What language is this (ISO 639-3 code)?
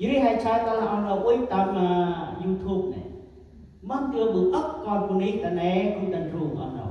cmo